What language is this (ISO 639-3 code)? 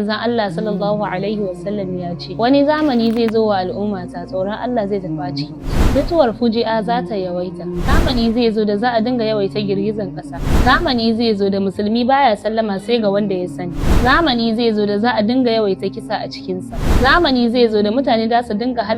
hau